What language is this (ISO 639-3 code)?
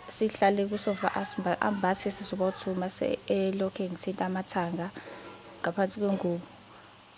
zul